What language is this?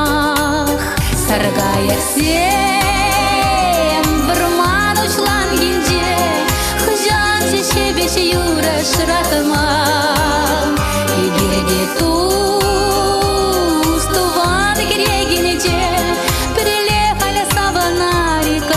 Chuvash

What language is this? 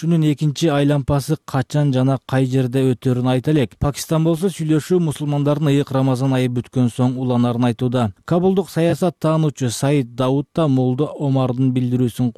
Kyrgyz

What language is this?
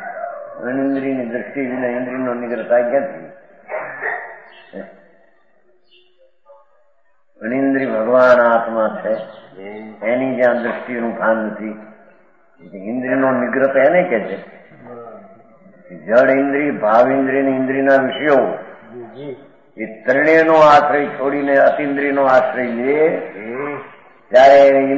Gujarati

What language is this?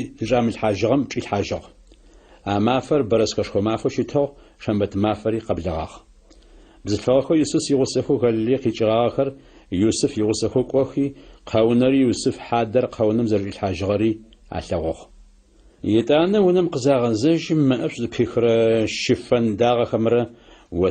Adyghe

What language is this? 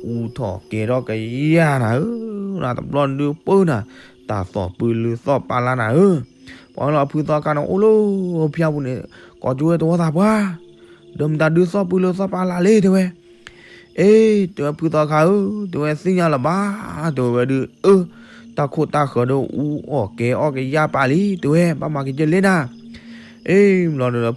S'gaw Karen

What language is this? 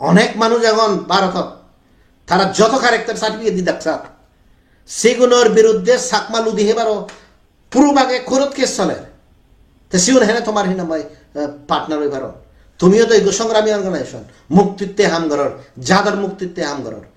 Chakma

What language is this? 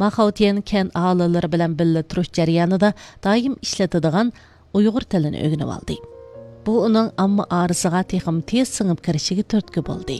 Uyghur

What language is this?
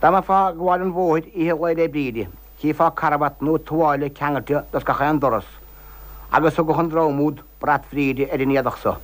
Irish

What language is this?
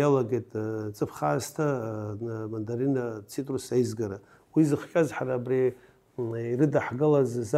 Abkhazian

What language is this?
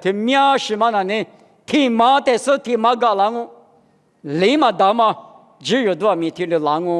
Lisu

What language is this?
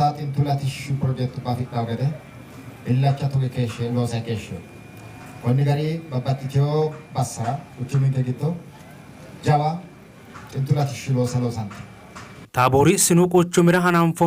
Sidamo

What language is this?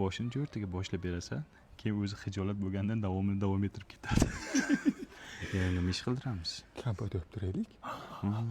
Uzbek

